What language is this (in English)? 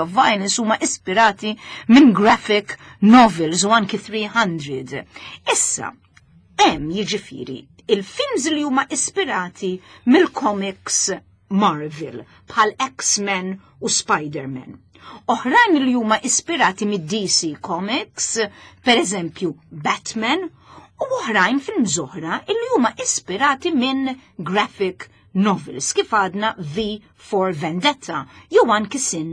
Maltese